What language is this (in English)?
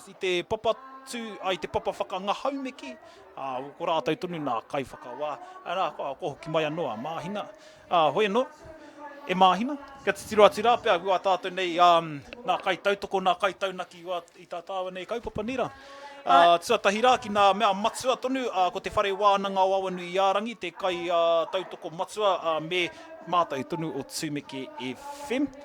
Māori